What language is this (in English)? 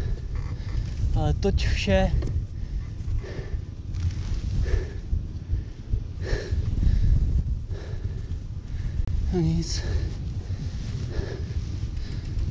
Czech